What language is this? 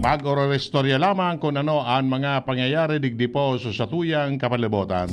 Bikol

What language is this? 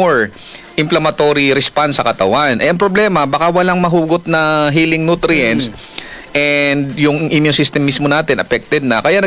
Filipino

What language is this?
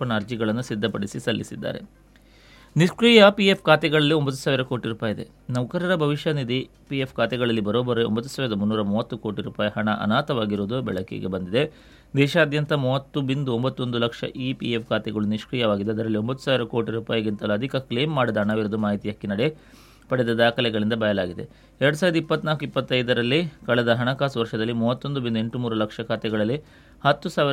Kannada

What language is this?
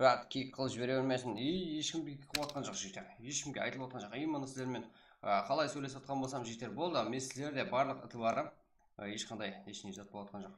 Kara-Kalpak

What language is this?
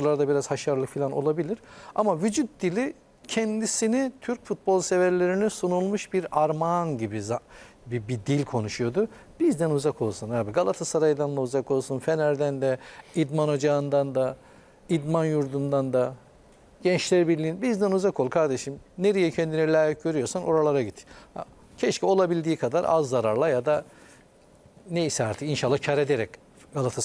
Turkish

